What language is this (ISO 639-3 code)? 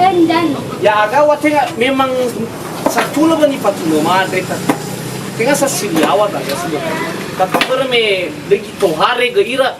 nia